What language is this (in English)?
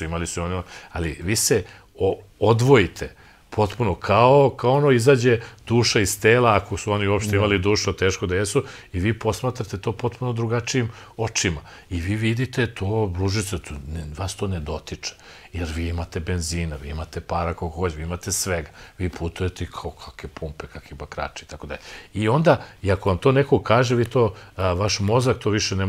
Serbian